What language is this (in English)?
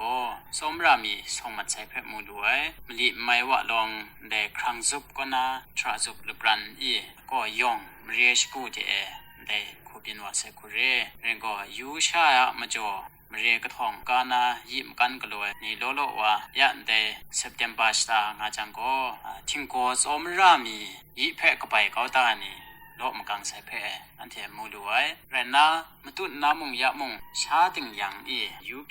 Kachin